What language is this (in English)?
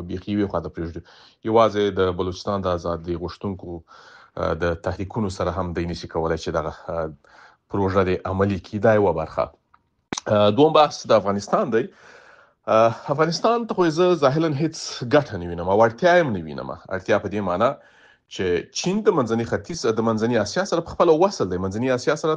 Pashto